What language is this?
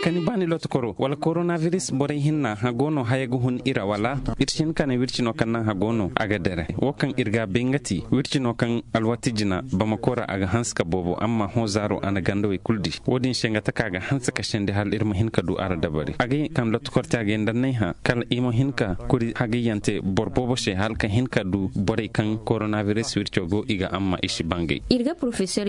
Zarma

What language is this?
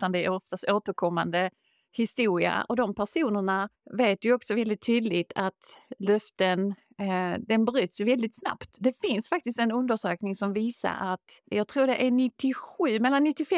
Swedish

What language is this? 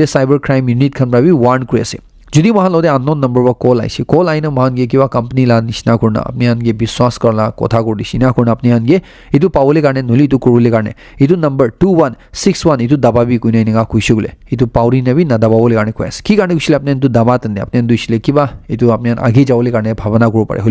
Naga Pidgin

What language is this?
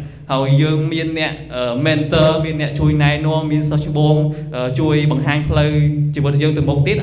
Khmer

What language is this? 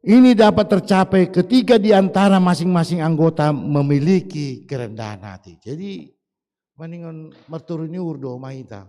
Batak Simalungun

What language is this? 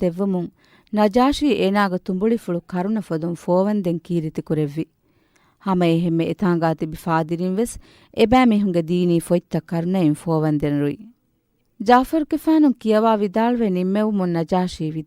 Divehi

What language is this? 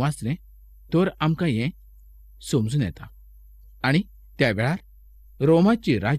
Konkani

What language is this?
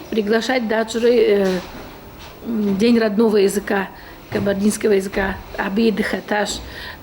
Kabardian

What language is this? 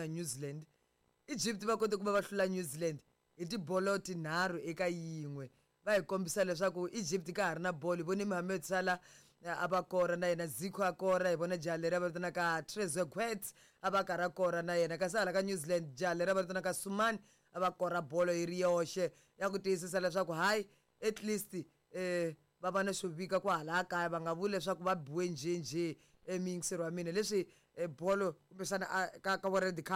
Tsonga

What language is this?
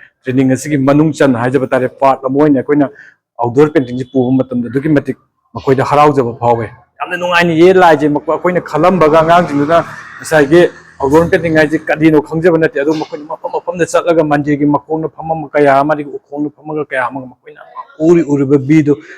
Manipuri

